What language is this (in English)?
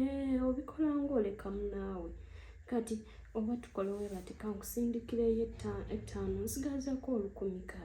Ganda